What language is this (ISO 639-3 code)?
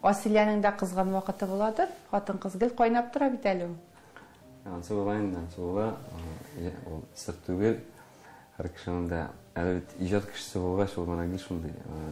tat